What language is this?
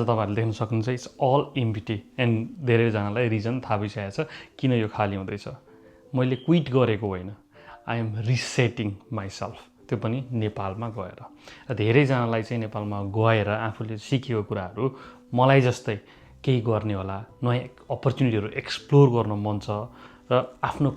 Nepali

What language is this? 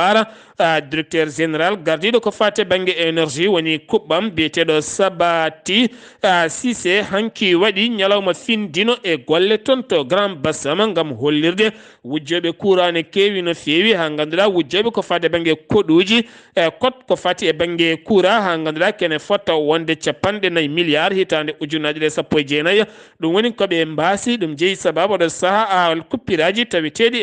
Fula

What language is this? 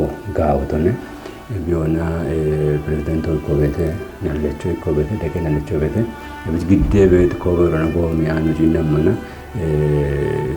Kafa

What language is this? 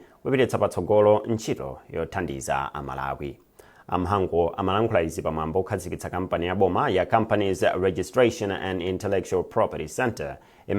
Nyanja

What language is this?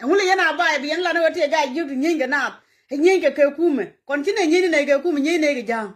Nuer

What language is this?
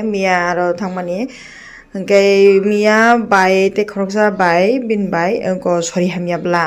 Kok Borok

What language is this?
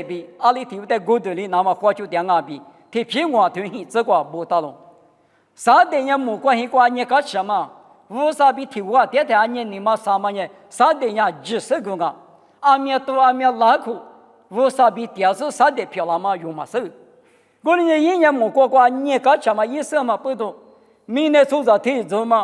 Lisu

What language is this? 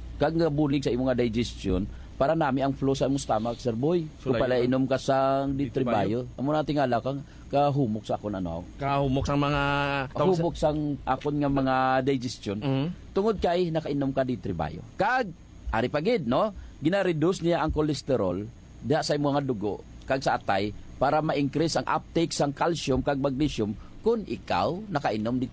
Hiligaynon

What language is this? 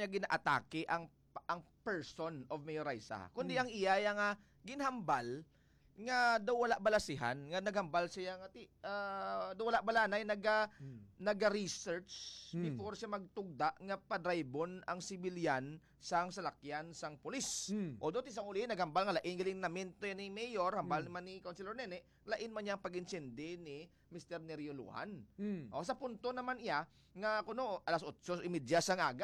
Hiligaynon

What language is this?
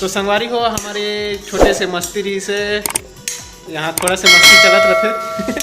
Chhattisgarhi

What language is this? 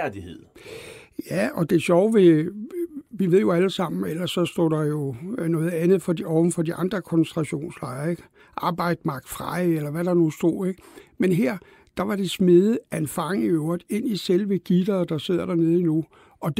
Danish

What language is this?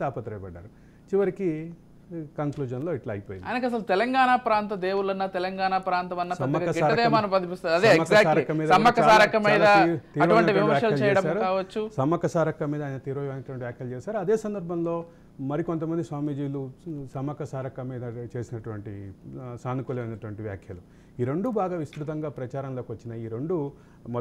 Telugu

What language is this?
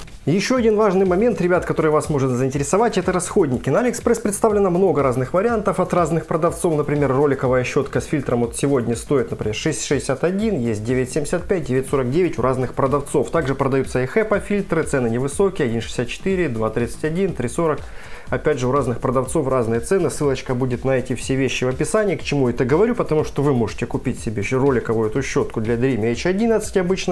Russian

